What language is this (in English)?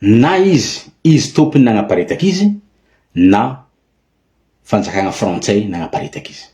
Malagasy